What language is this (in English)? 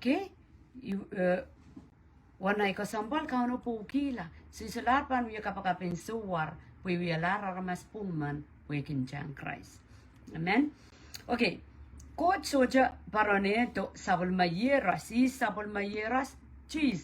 Pohnpeian